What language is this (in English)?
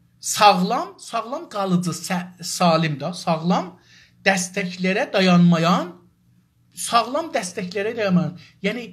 South Azerbaijani